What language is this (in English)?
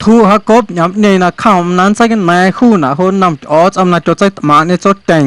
Guerrero Amuzgo